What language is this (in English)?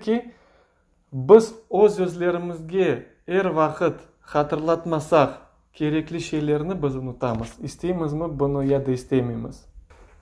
Crimean Tatar